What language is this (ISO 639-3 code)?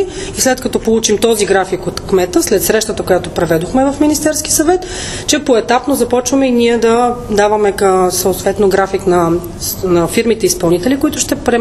bul